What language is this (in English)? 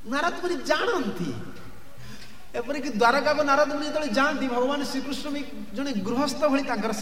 Odia